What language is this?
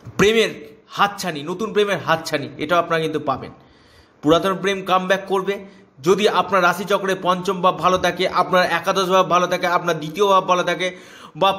Bangla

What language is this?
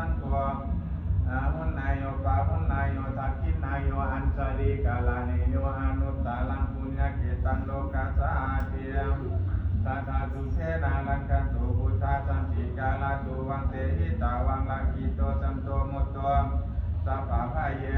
Pali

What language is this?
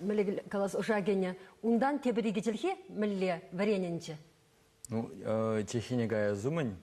Chuvash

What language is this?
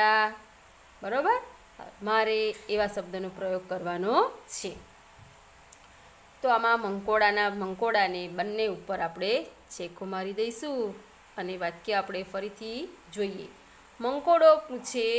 Gujarati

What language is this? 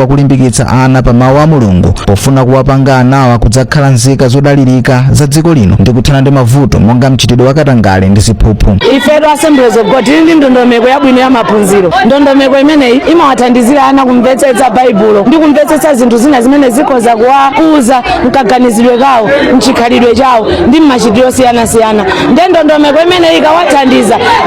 Nyanja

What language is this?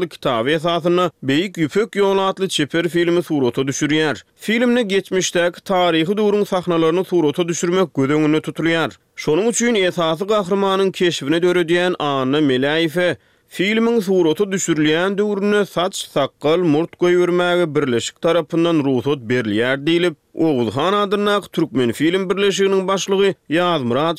Turkmen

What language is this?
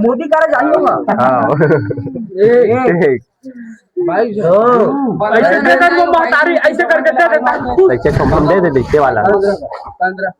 Chhattisgarhi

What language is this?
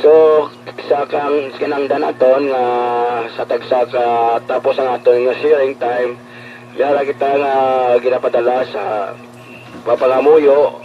Hiligaynon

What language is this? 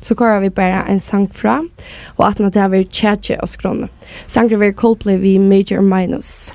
Faroese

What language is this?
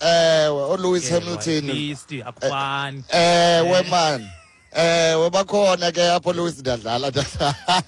Xhosa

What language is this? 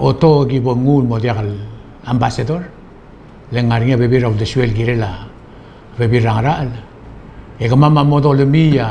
Palauan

